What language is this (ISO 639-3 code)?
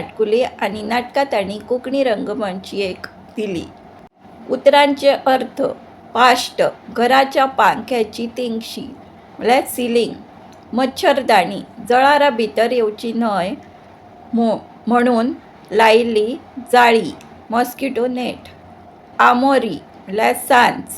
kok